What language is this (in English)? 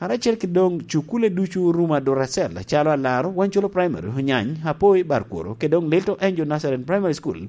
Lango (Uganda)